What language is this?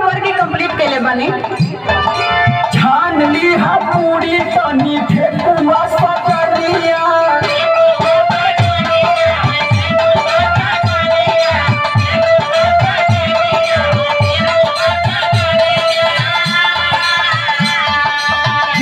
Bhojpuri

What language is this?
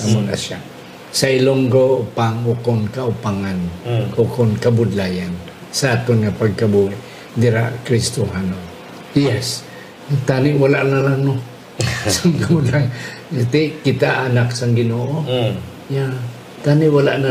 Hiligaynon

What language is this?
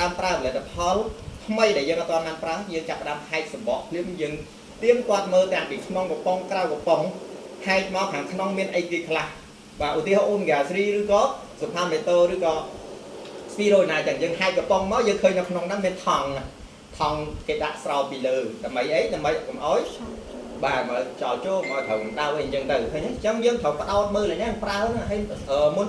Khmer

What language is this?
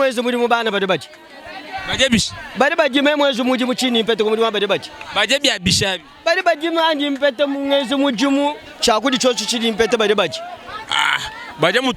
Luba-Lulua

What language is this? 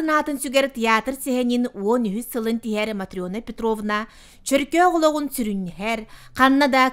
Yakut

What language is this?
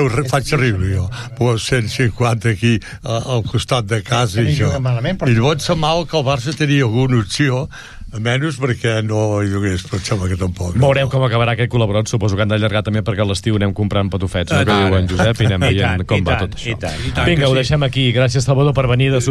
Catalan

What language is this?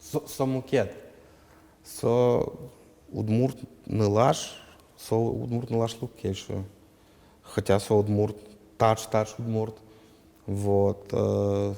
Udmurt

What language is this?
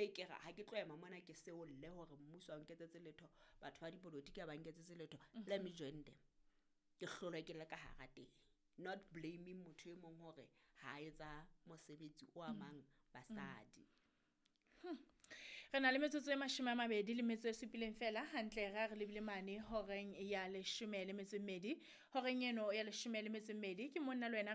Southern Sotho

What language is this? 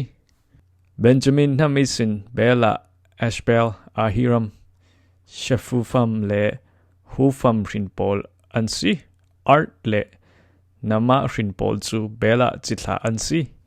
Falam Chin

